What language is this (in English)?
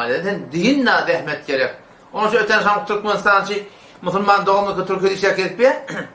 Turkmen